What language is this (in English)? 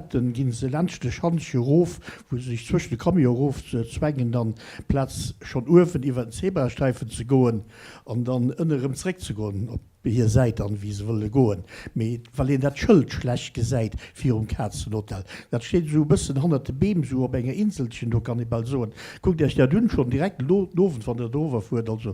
Luxembourgish